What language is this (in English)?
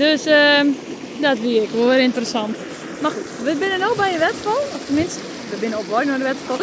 Western Frisian